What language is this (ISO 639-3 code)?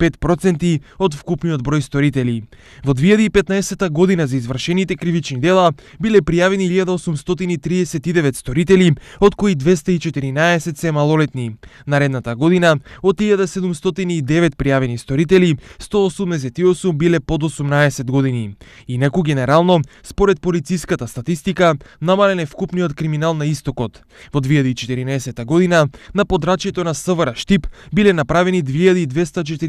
mkd